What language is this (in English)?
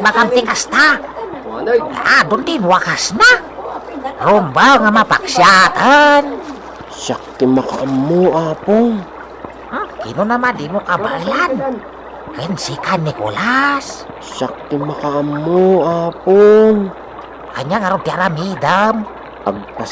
Iloko